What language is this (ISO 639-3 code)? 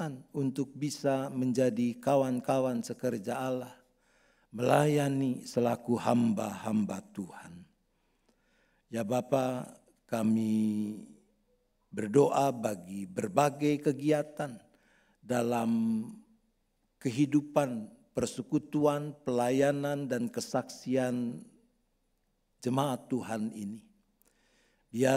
ind